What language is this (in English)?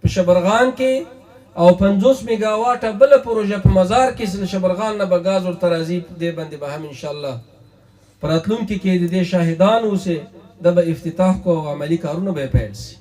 Pashto